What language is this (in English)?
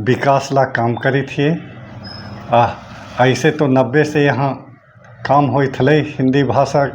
Magahi